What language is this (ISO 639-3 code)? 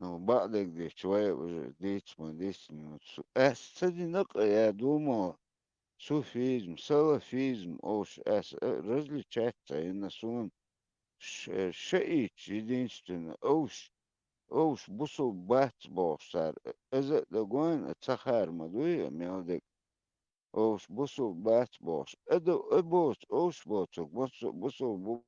che